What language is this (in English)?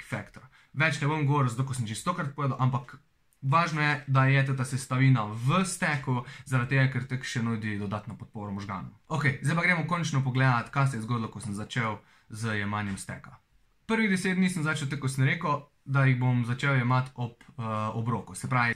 Slovenian